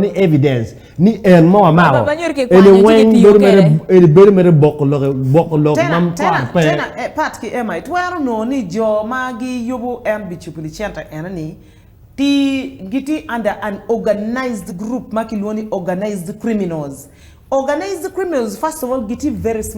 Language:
Acoli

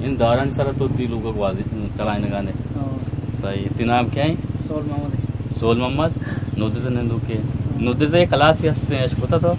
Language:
Eastern Balochi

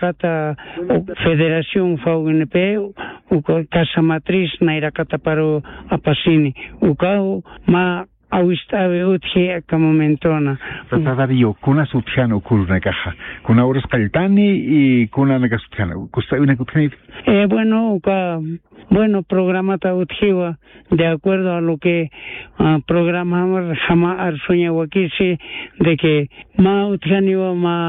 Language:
Aymara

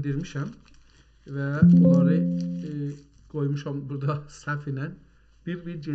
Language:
South Azerbaijani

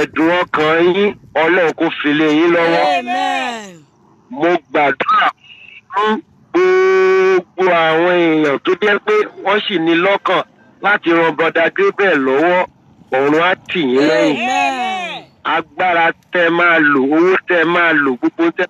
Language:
Yoruba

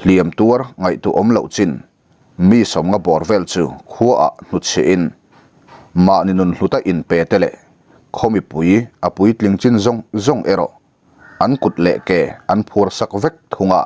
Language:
Mizo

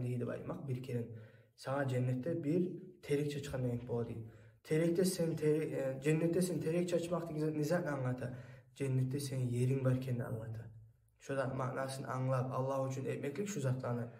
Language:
Kumyk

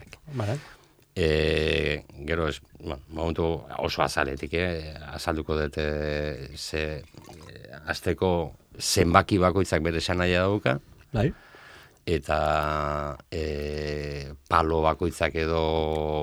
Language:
Basque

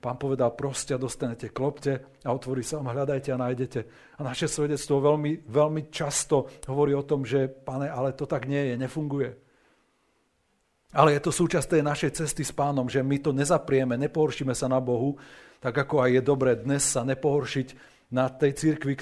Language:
Slovak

